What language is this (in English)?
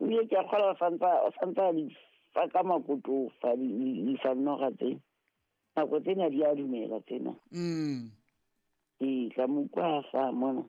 Southern Sotho